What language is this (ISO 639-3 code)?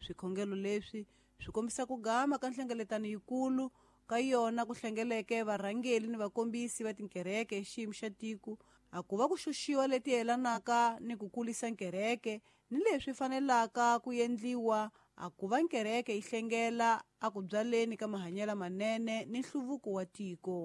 tso